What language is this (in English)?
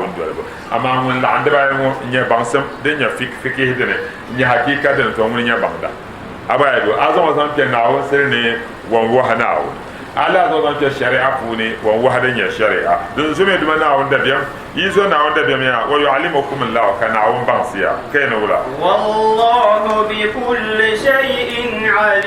Dagbani